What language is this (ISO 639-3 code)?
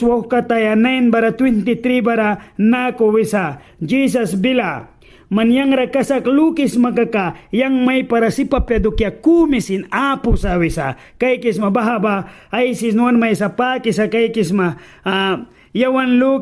miq